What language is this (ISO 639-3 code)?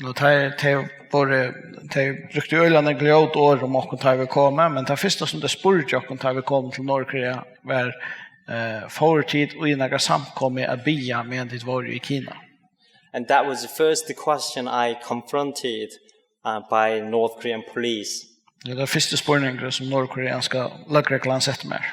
fao